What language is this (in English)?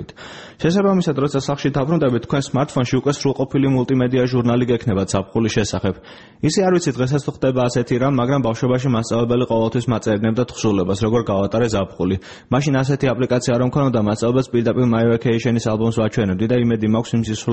Georgian